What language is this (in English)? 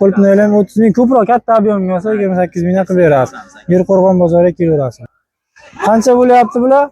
Uzbek